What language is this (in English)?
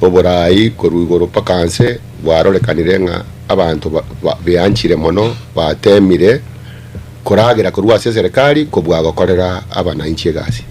Gusii